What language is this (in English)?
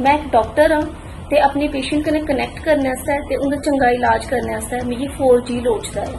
Dogri